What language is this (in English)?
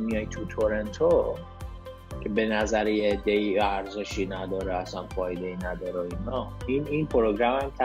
Persian